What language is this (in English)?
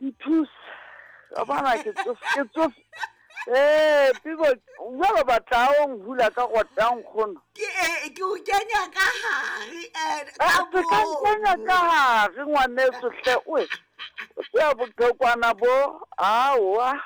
Southern Sotho